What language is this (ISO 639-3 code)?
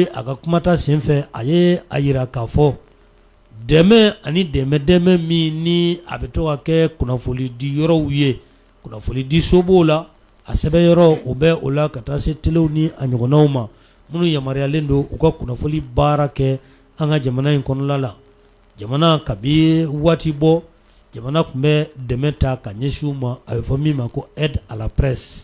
bam